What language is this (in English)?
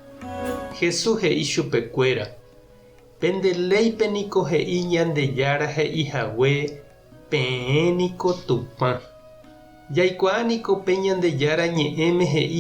Guarani